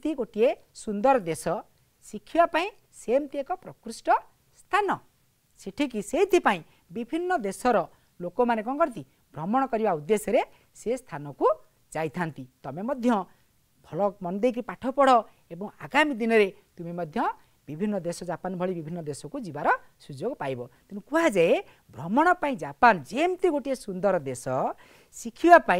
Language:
Odia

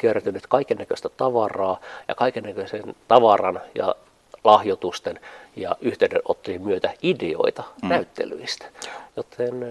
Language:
Finnish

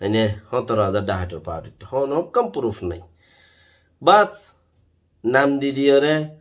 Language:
Rohingya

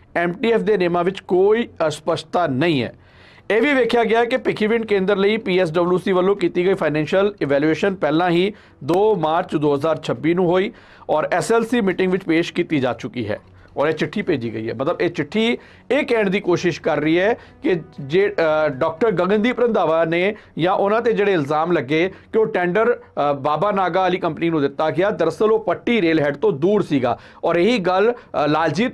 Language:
Punjabi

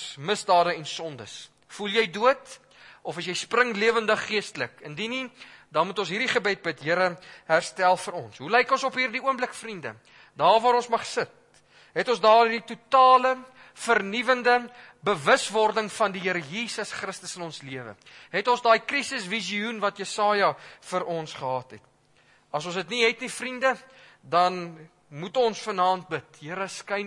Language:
Afrikaans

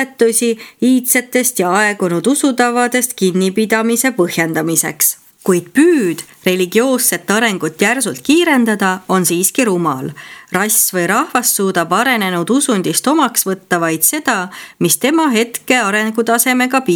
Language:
Estonian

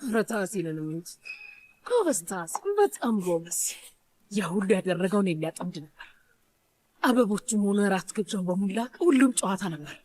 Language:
Amharic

